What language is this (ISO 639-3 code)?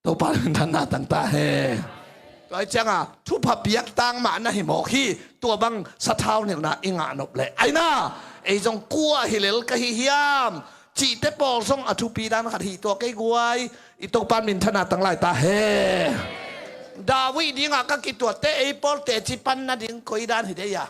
ctd